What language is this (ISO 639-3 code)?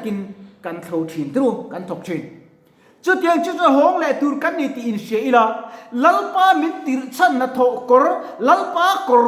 lus